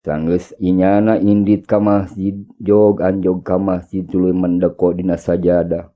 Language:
Sundanese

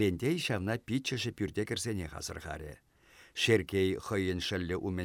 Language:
Chuvash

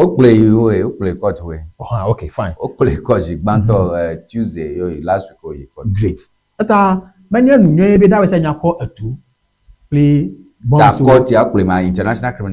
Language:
Ewe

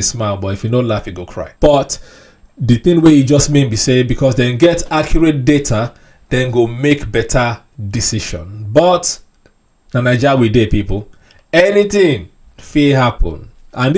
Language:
Nigerian Pidgin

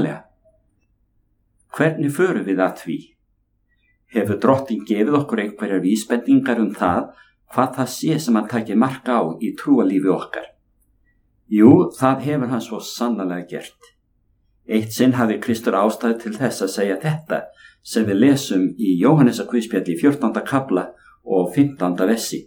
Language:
Icelandic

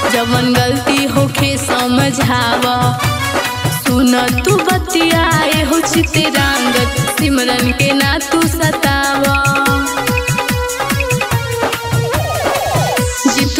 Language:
Bhojpuri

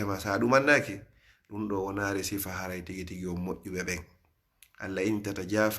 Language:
Fula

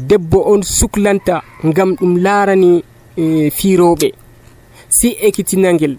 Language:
Nigerian Fulfulde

